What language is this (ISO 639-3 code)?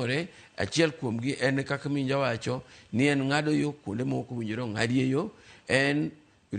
luo